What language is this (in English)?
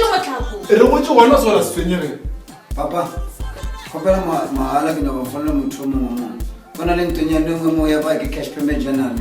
Northern Sotho